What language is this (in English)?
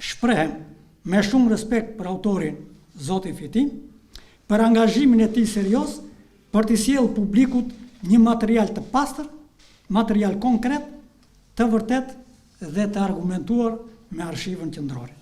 Albanian